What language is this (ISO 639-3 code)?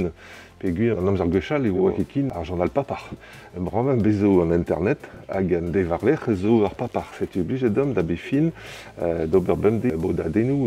bre